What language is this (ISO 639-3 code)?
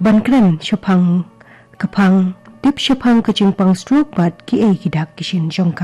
kha